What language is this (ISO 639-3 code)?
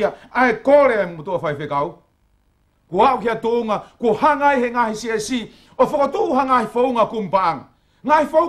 ton